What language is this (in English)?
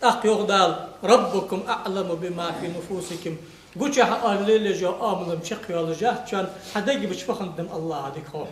Ingush